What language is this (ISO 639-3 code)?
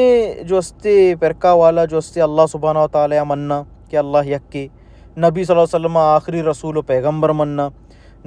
bal